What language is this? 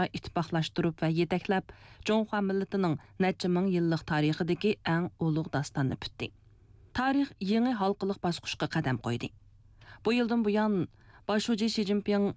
Uyghur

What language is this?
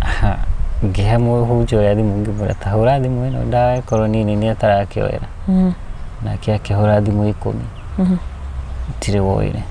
Kikuyu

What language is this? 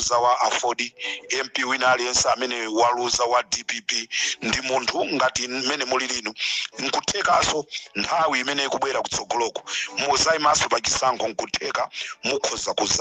Nyanja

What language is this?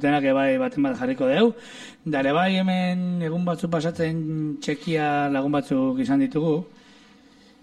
Basque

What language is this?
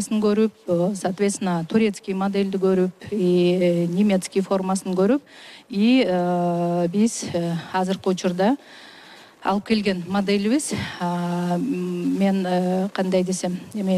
Kyrgyz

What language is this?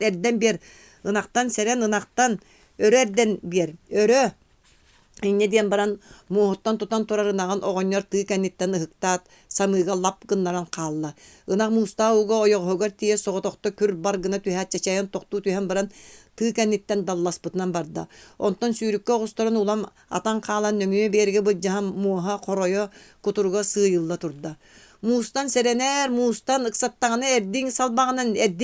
Yakut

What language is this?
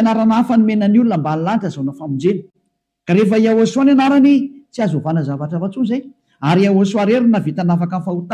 Malagasy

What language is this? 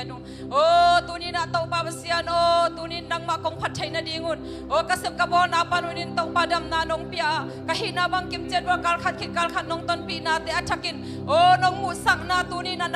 Tedim Chin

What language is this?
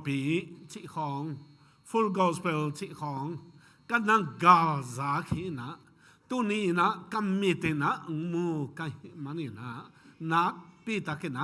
Tedim Chin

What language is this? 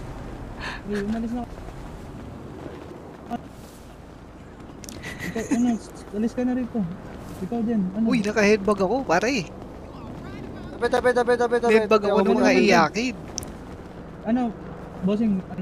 Filipino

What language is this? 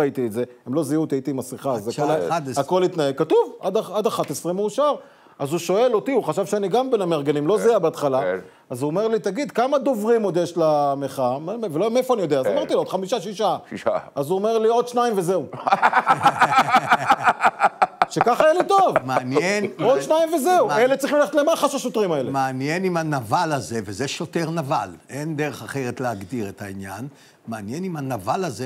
Hebrew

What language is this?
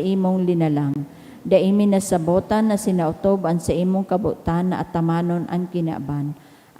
Bikol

